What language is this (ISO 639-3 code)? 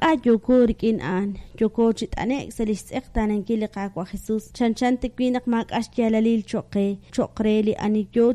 kek